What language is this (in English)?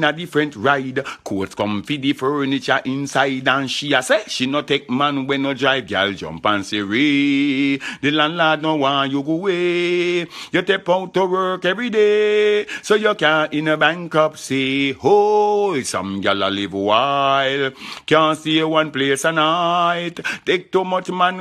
Jamaican Creole English